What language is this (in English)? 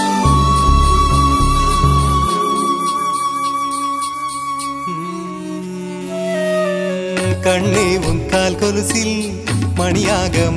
Tamil